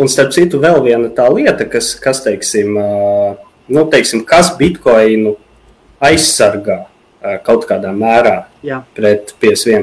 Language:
Latvian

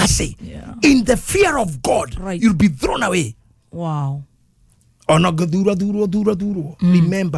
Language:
Kikuyu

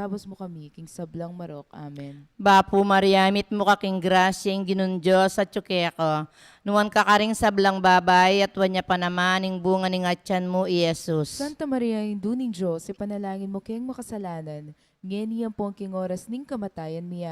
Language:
Pampanga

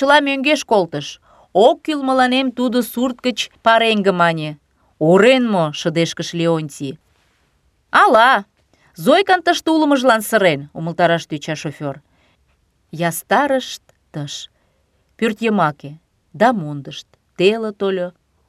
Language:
Mari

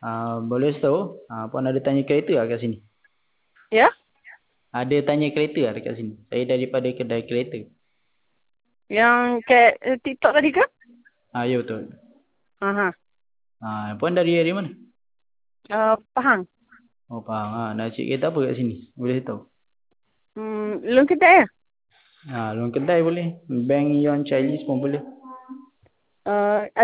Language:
Malay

